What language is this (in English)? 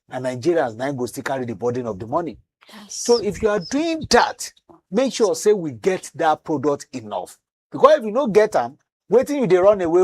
Nigerian Pidgin